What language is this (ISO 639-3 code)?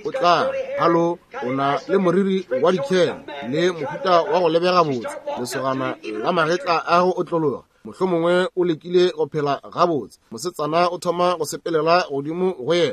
nso